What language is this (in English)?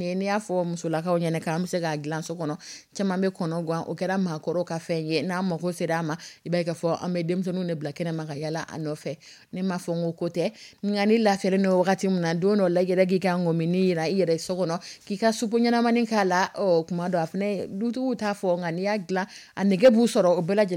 Dyula